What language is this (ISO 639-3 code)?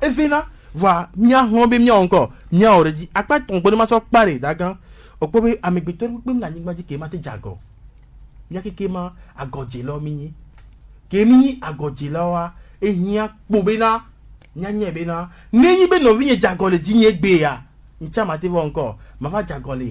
gej